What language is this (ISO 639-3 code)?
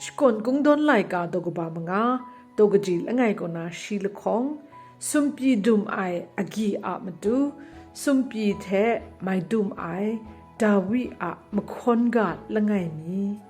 kac